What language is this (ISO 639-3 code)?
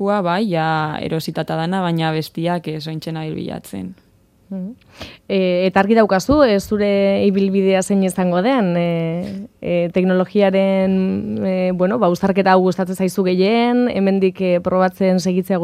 eus